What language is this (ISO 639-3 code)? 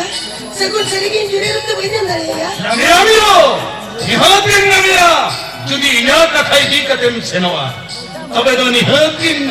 sat